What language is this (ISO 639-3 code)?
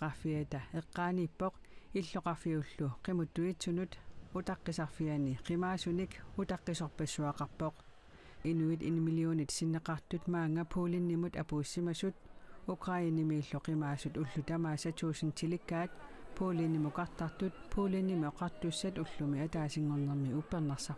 kal